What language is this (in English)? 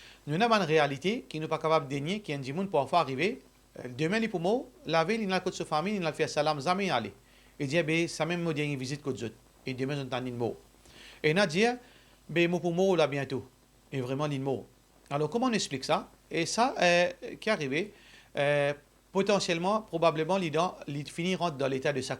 Morisyen